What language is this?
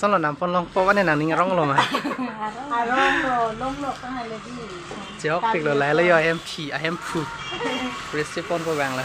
Karbi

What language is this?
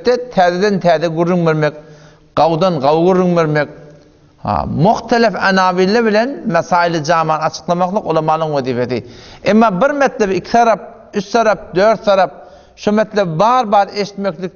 Turkmen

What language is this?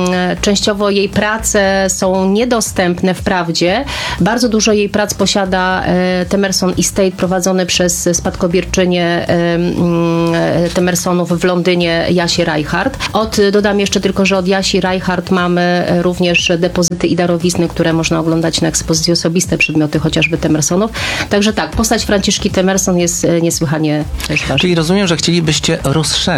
Polish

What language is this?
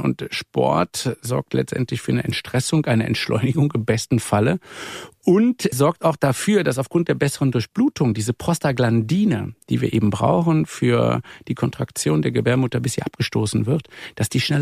German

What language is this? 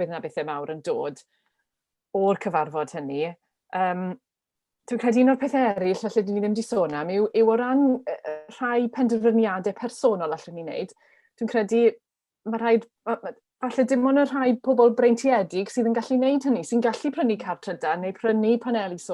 Welsh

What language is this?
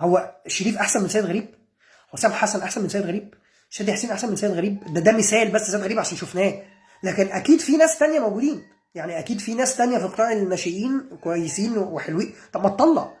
Egyptian Arabic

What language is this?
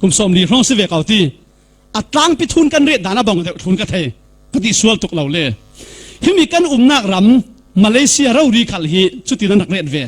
Falam Chin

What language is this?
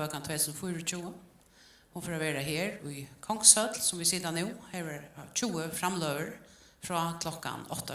Faroese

